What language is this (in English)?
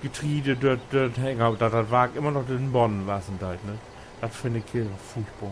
Low German